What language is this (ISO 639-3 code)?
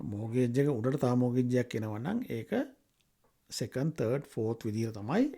sin